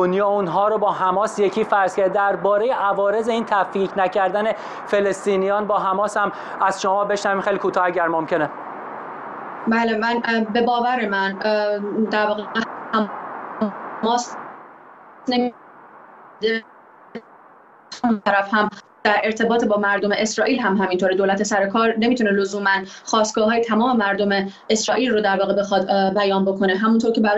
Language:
Persian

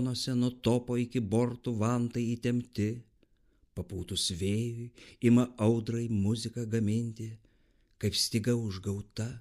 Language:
Lithuanian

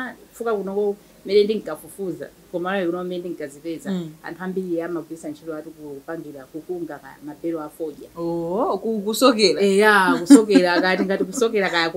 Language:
Nyanja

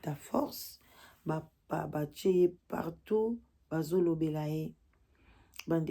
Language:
Lingala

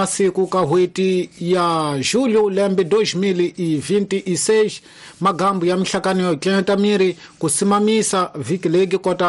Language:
Tsonga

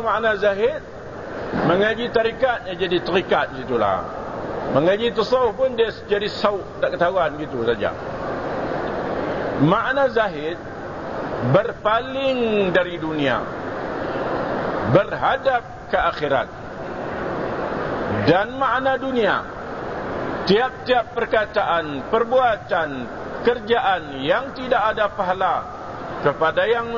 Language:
Malay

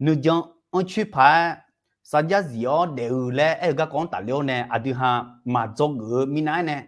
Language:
Akha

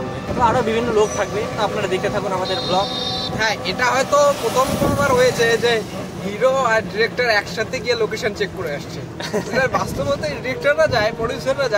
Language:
Bangla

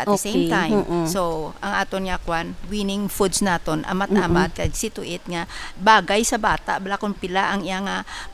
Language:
Hiligaynon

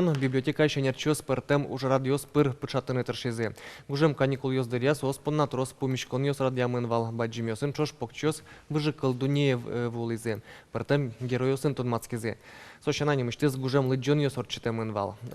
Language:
Udmurt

